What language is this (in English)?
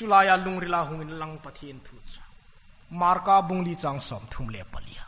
Hmar